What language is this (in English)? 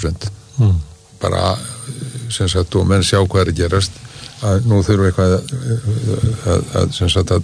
Icelandic